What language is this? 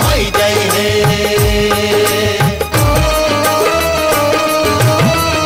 Bhojpuri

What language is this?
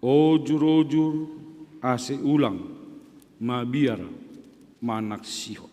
Batak Simalungun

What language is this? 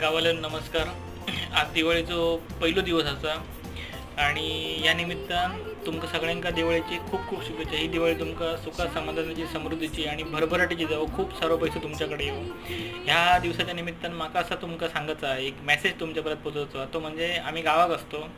Konkani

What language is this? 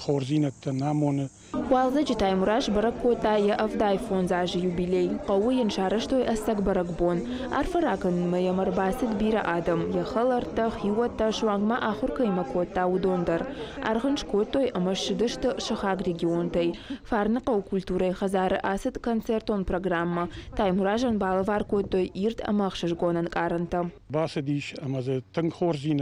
Ossetic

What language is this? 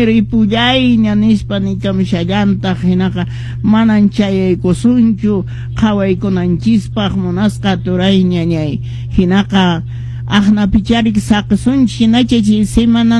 Quechua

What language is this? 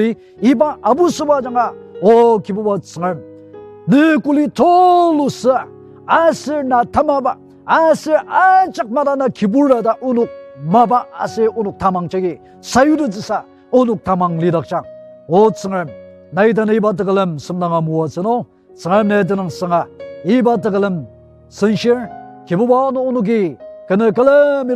Ao Naga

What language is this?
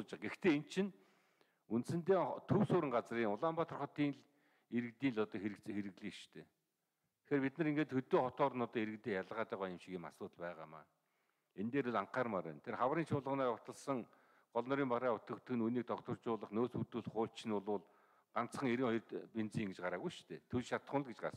Mongolian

